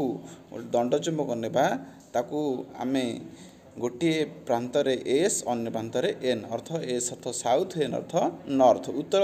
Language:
Odia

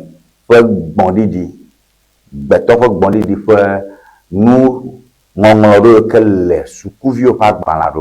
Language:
Ewe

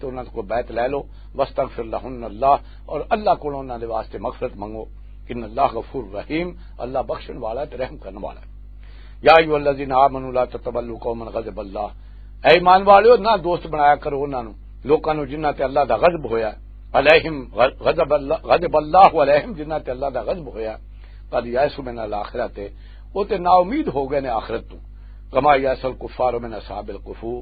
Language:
Western Panjabi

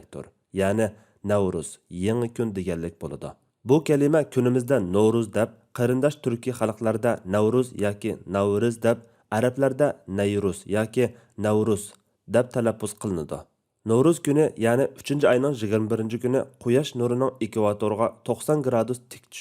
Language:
Uyghur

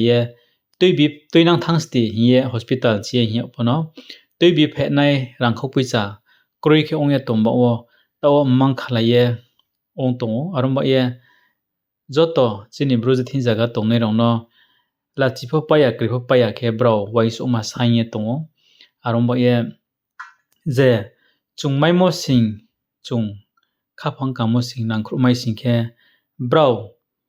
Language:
Riang (India)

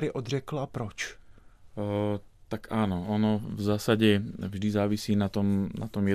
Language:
Slovak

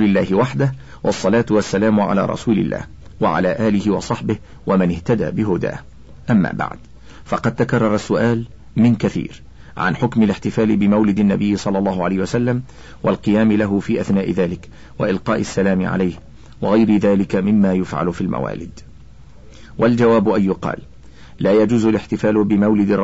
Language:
Arabic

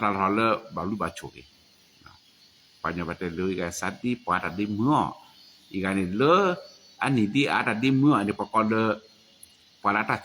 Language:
S'gaw Karen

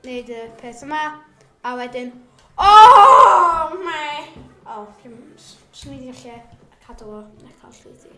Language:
Welsh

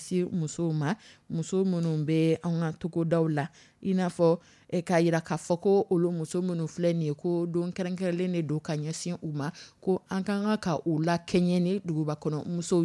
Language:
Dyula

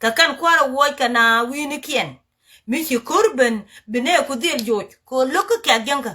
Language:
Nuer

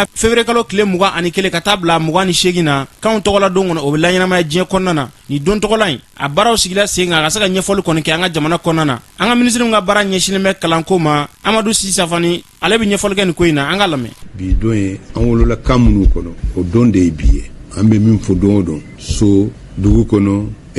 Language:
Bambara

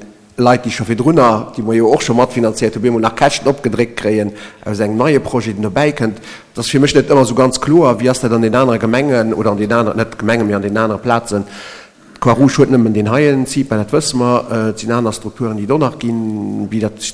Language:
Luxembourgish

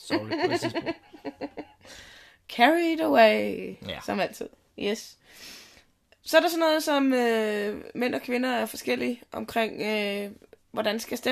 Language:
Danish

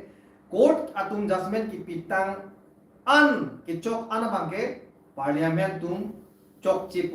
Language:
Karbi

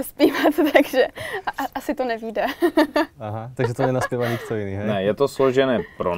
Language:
Czech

